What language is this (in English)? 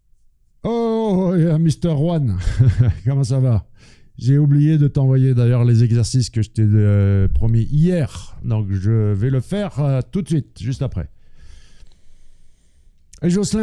French